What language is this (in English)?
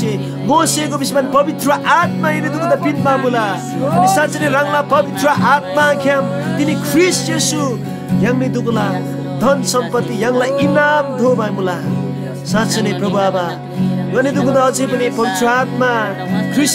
Eastern Tamang